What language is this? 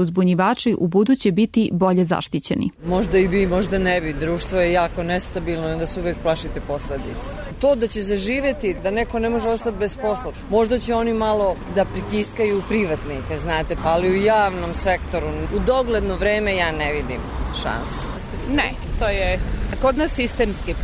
Serbian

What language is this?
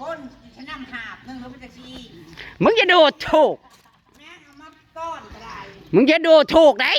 Northeastern Thai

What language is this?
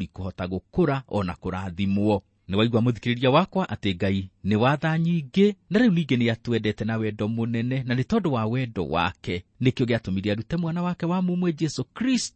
Kikuyu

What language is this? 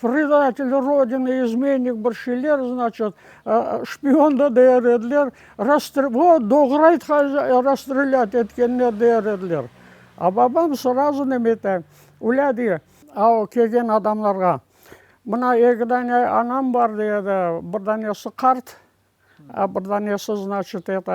Crimean Tatar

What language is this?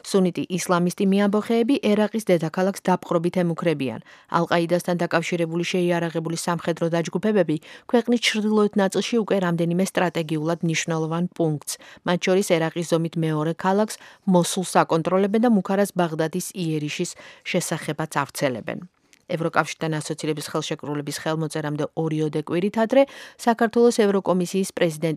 Georgian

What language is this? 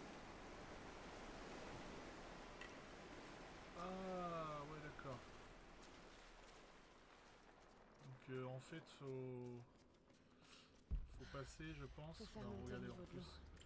French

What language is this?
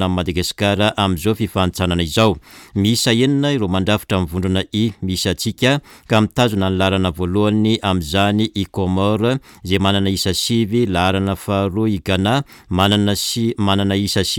Malagasy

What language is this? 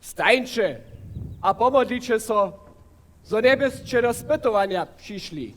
Upper Sorbian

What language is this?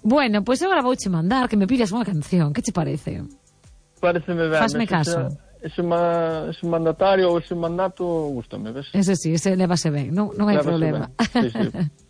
Galician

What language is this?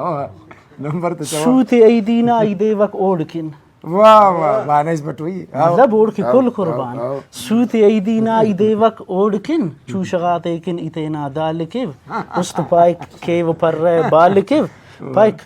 Brahui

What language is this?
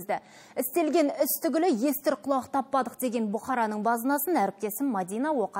Kazakh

